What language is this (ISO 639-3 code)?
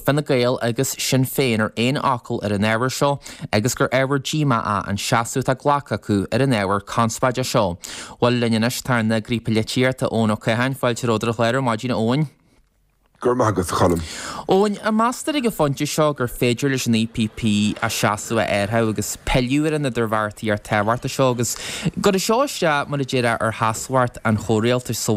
gle